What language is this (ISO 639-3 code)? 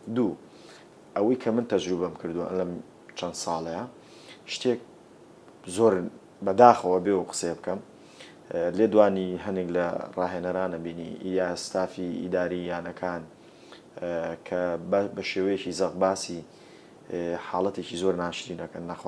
ckb